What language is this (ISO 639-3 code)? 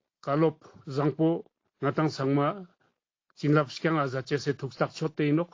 lbj